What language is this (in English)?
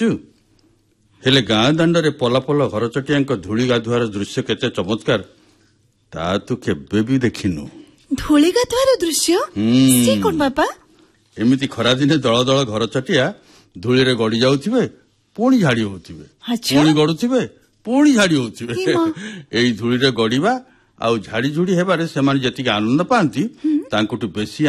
Odia